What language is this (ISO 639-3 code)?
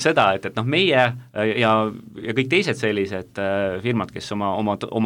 est